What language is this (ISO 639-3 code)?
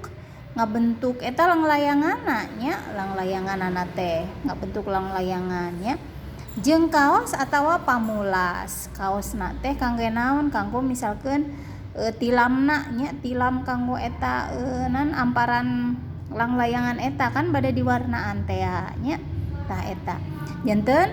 sun